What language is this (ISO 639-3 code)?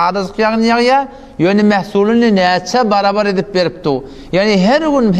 tuk